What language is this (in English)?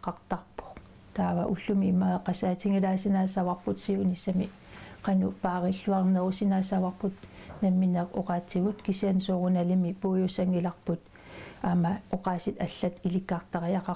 Kalaallisut